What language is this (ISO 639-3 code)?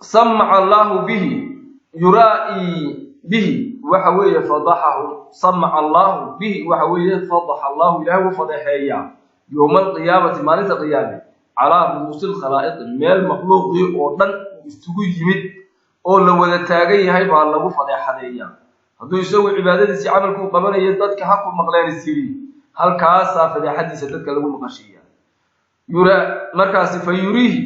som